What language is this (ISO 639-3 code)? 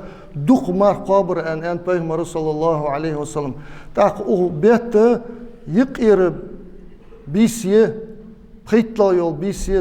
inh